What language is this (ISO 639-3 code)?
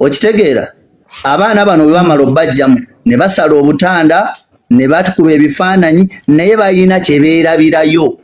lug